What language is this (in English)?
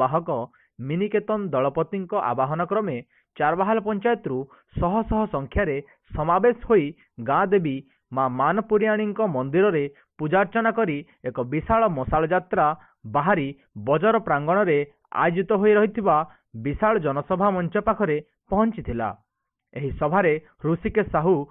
Odia